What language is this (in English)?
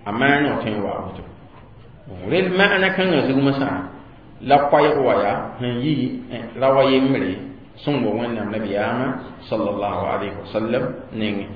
Mossi